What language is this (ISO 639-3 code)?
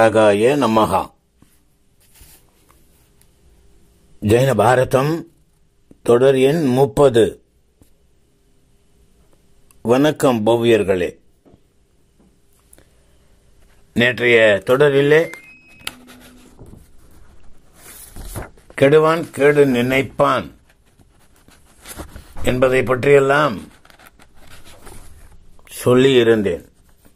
tam